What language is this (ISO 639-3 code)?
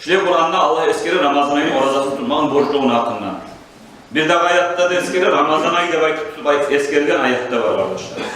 kum